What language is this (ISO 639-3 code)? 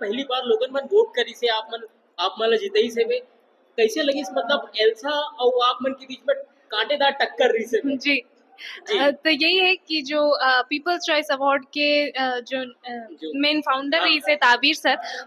hne